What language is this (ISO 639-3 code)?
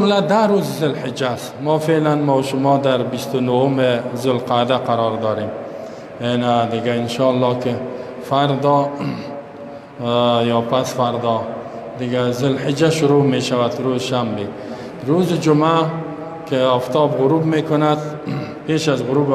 fas